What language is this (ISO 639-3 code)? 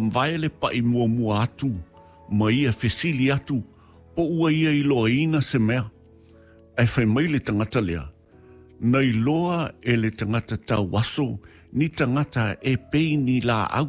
smo